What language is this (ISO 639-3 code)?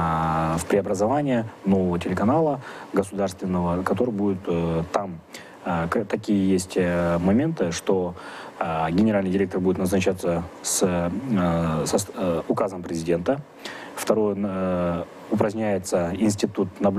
rus